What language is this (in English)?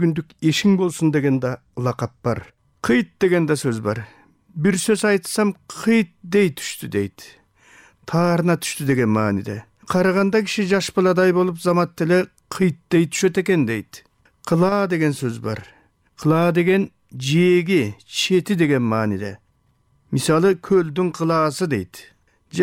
Kyrgyz